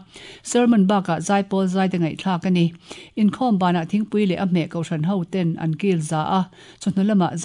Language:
Mizo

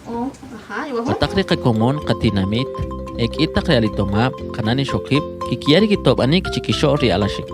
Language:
Kʼicheʼ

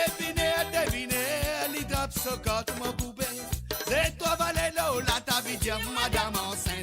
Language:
Morisyen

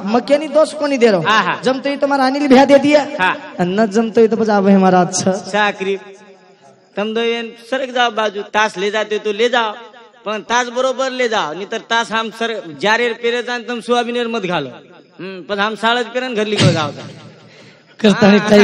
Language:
Lambadi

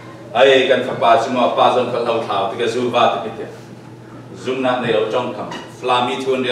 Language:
Falam Chin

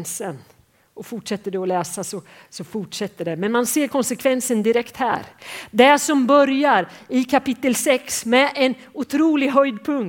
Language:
Swedish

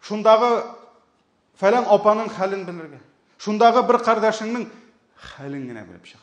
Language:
Tatar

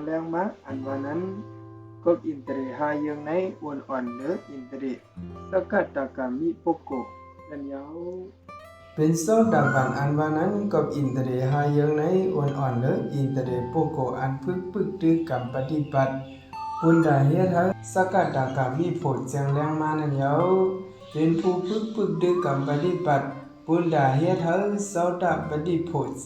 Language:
Shan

